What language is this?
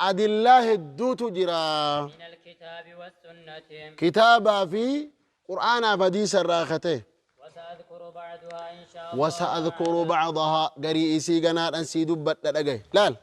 Oromo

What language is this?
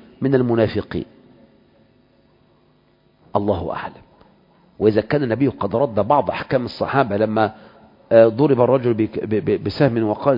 Arabic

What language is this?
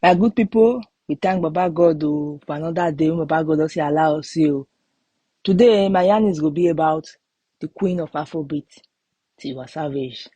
Nigerian Pidgin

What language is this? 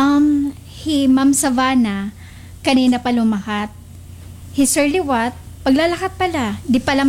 Waray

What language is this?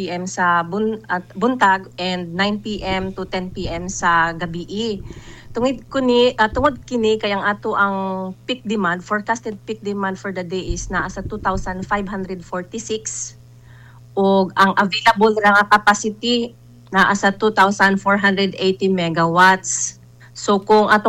Cebuano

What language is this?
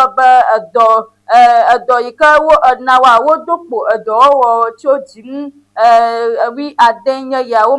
Ewe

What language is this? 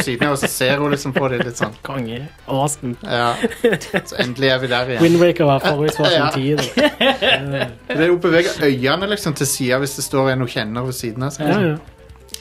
Norwegian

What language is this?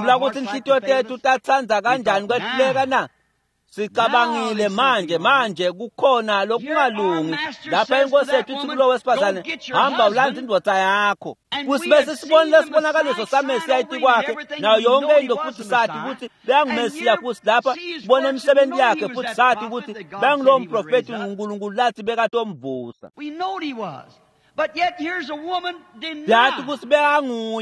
Swati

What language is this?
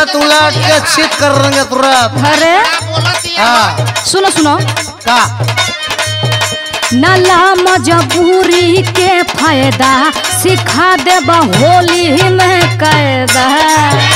Bhojpuri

